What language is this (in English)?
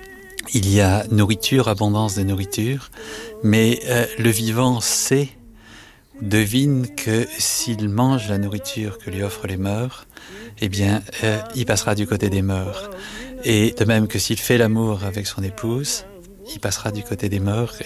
French